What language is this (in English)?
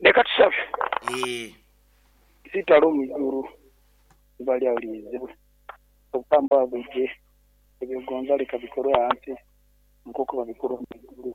Nyoro